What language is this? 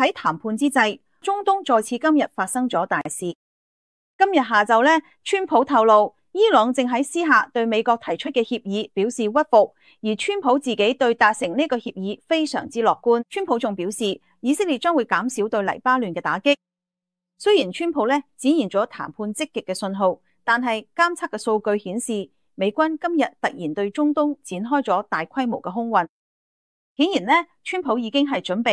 Cantonese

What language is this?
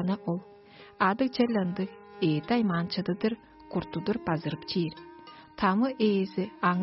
Tuvinian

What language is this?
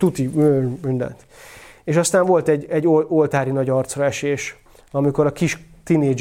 Hungarian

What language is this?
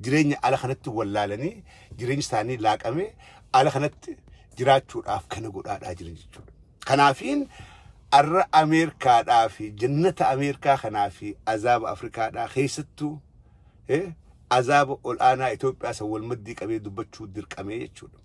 Oromo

